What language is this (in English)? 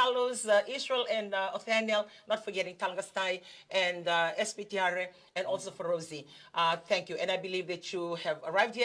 Fijian